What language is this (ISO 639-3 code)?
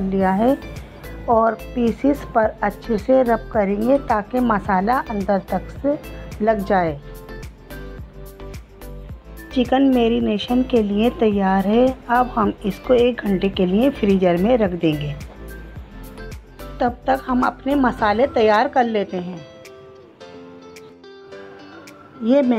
hin